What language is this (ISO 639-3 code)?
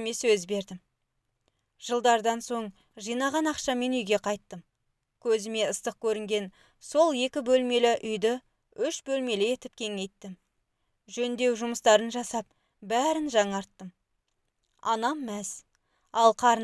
kaz